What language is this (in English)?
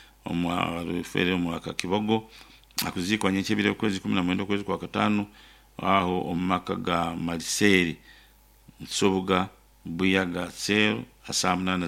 Nyankole